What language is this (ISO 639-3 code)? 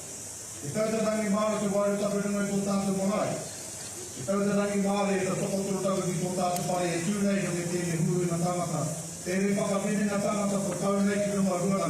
mri